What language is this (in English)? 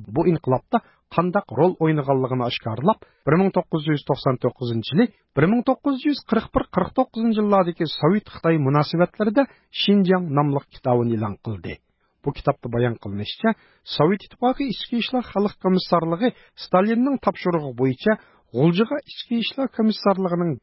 Uyghur